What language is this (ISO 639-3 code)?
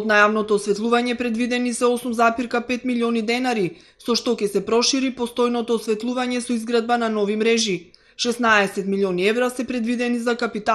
mkd